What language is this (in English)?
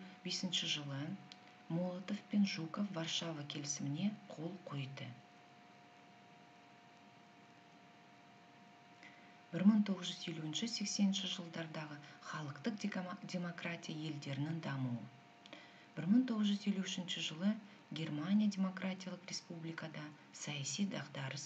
Kazakh